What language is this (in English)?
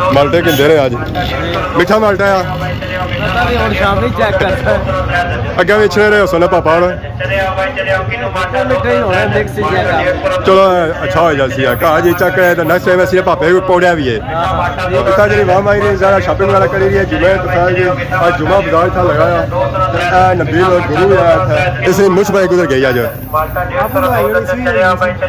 Pahari-Potwari